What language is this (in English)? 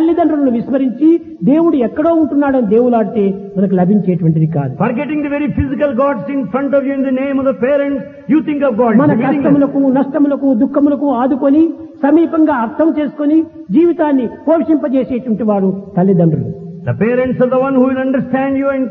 Telugu